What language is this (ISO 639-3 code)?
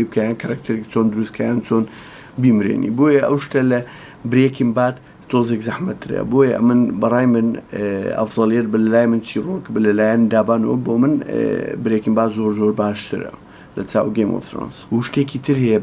ckb